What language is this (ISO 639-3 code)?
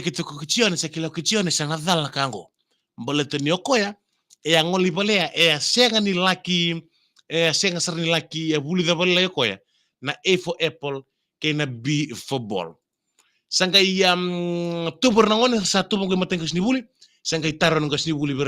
fij